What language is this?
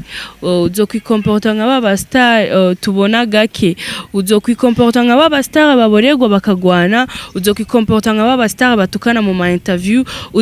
Rundi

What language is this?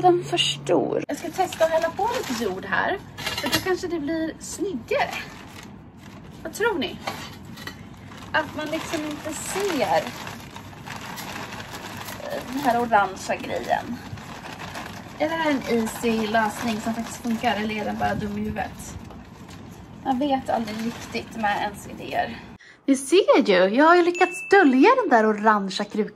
Swedish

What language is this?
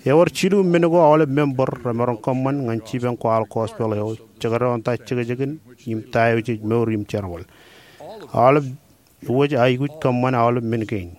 Marshallese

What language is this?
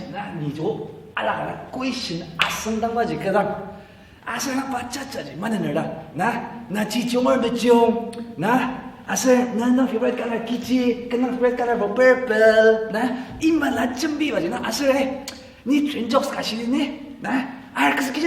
Ao Naga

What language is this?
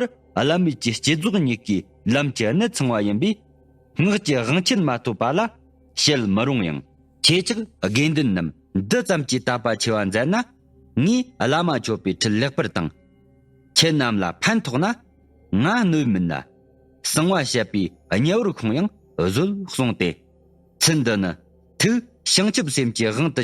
Tibetan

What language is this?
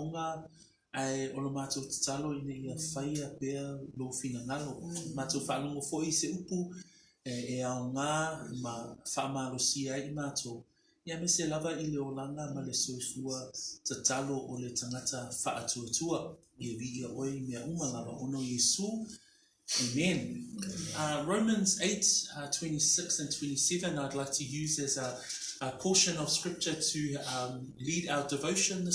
Samoan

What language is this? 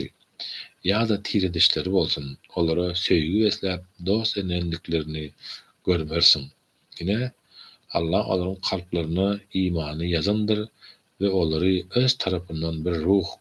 Turkmen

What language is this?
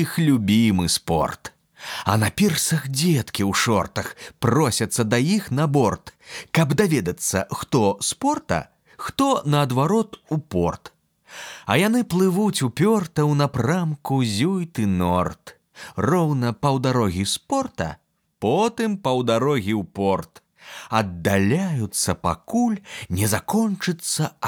Belarusian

